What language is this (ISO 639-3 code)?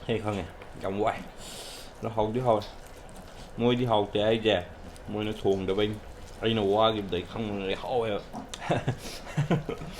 mni